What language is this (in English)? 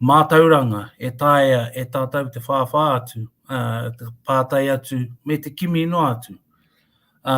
Māori